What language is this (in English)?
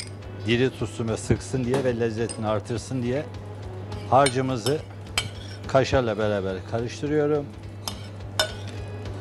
Turkish